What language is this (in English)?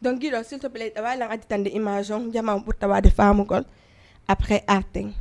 Fula